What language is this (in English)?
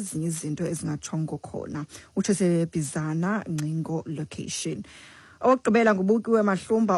Xhosa